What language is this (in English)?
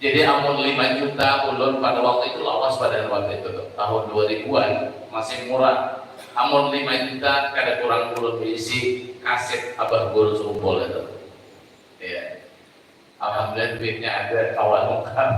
Banjar